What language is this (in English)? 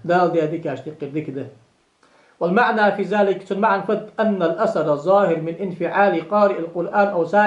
Ingush